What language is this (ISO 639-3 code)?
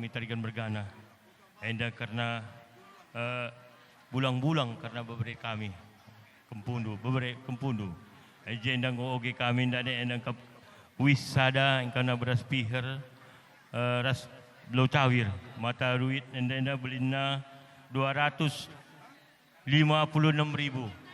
btx